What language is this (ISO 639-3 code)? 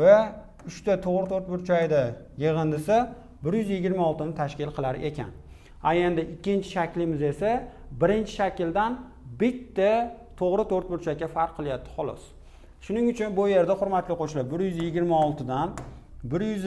uzb